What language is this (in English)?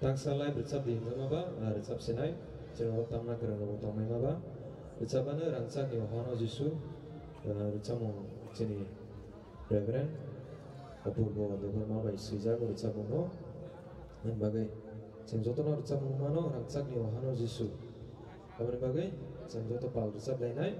Kok Borok